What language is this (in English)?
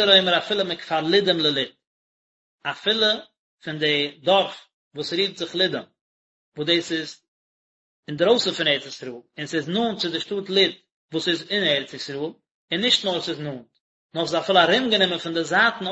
Yiddish